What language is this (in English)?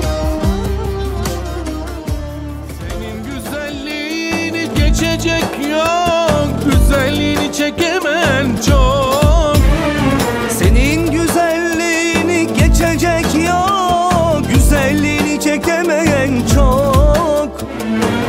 Turkish